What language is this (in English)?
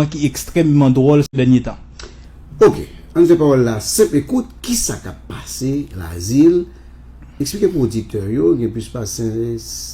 Haitian Creole